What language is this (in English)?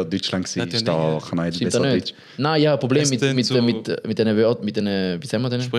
Swiss German